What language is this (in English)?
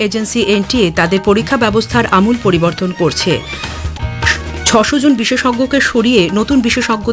Bangla